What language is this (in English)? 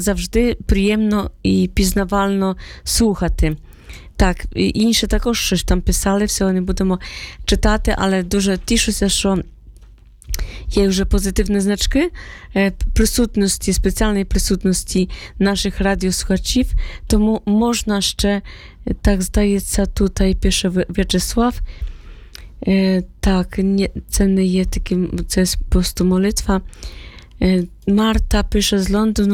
Ukrainian